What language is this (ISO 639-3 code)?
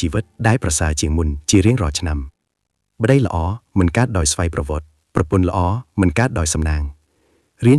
khm